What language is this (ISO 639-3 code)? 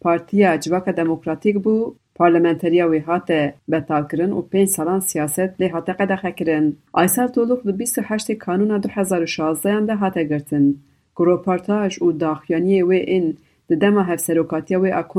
kur